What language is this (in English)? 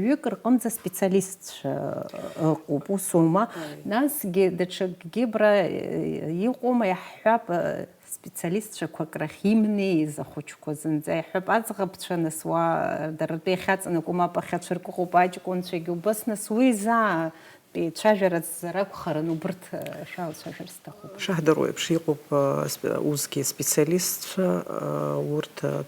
Abkhazian